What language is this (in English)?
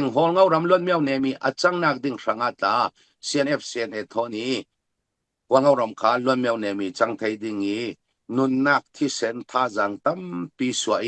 Falam Chin